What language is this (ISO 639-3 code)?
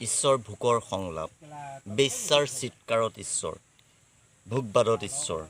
asm